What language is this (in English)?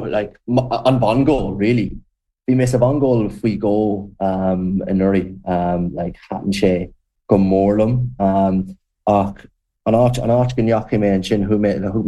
Irish